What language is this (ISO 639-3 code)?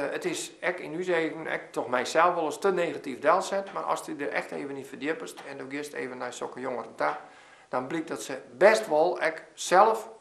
fry